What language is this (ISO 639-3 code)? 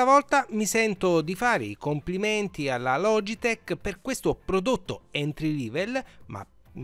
ita